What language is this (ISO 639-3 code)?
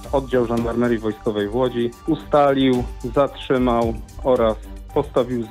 pol